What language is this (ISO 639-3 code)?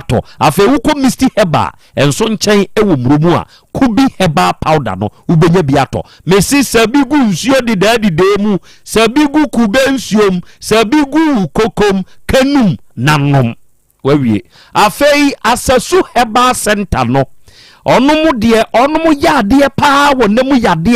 aka